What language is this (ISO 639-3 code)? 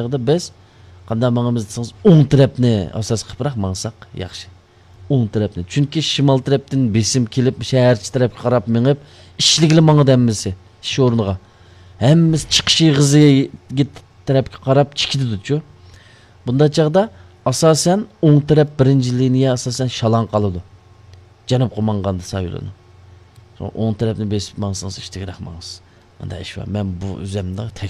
uig